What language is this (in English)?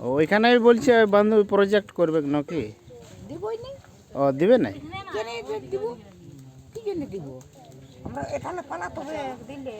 Santali